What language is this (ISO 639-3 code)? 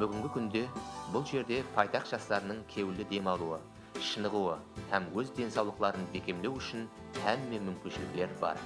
kaa